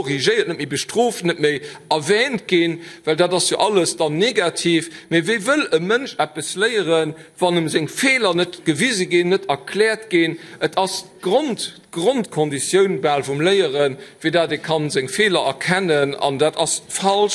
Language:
Luxembourgish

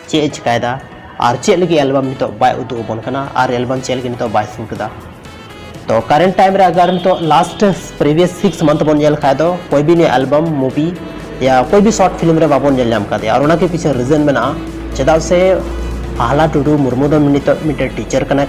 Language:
Santali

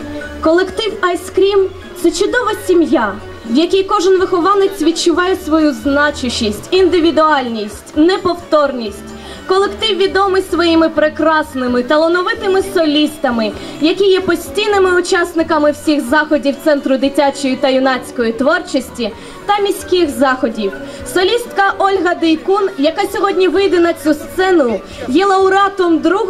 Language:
Ukrainian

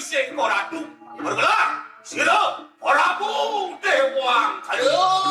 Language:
Balinese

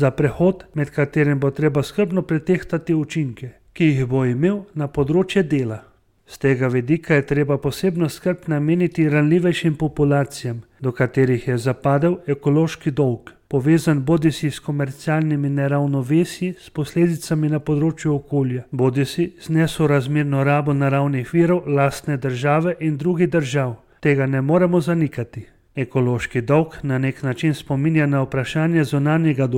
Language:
Slovenian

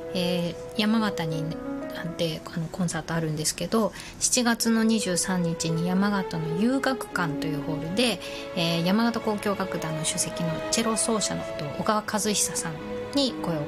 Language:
Japanese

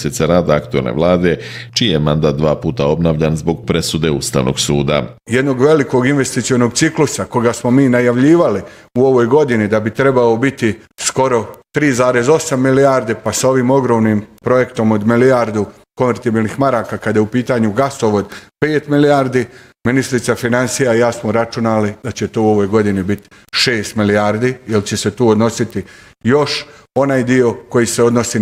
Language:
Bosnian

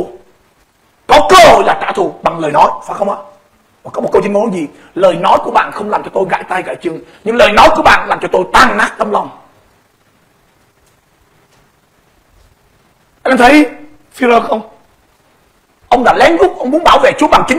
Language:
Vietnamese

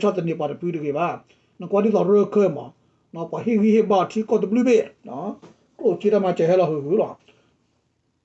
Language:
S'gaw Karen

